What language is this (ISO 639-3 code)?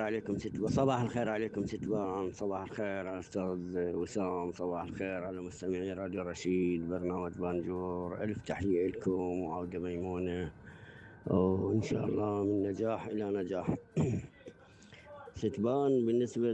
acm